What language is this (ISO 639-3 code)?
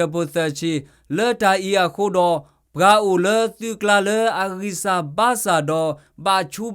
ksw